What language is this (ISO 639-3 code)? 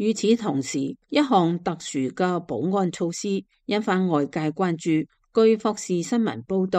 yue